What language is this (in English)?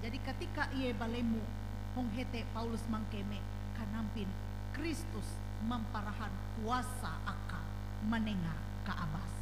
Ngaju